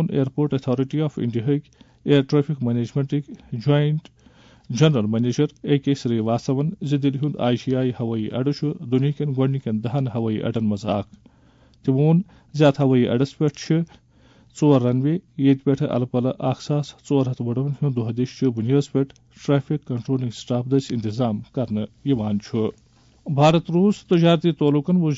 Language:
Kashmiri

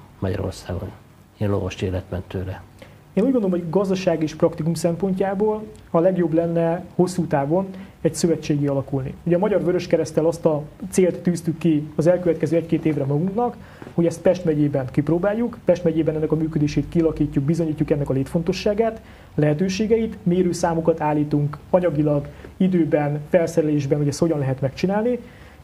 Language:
Hungarian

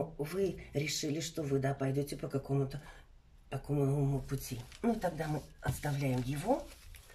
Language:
Russian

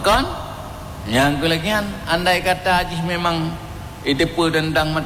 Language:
Achinese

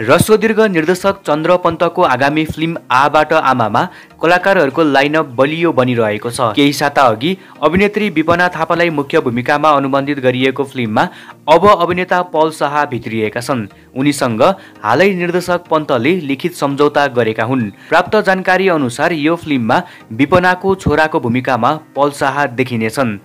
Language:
Nepali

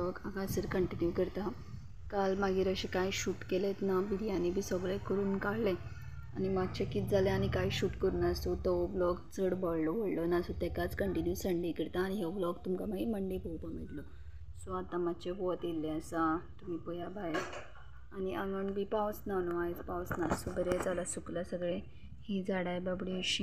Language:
Konkani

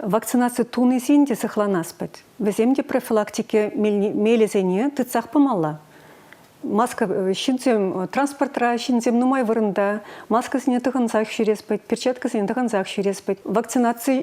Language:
Chuvash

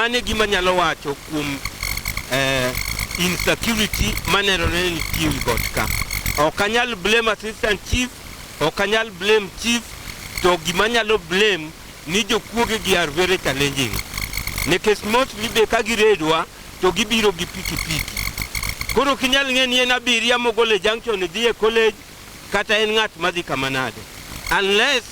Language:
Luo (Kenya and Tanzania)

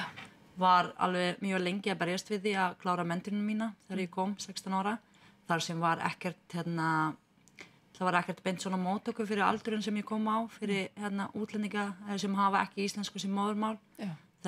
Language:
Icelandic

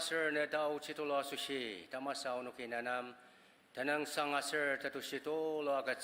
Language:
Ao Naga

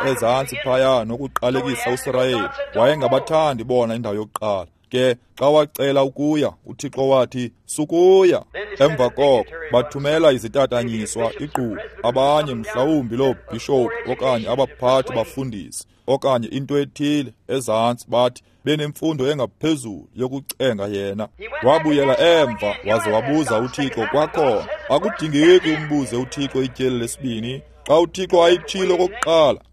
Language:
Xhosa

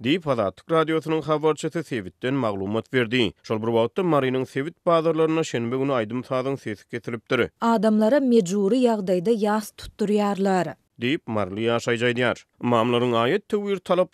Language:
Turkmen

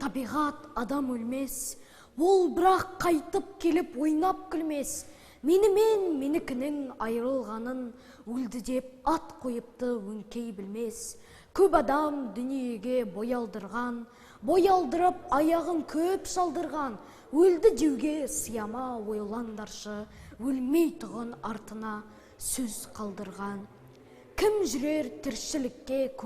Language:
Kazakh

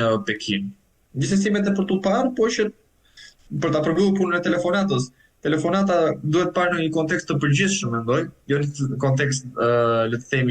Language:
Albanian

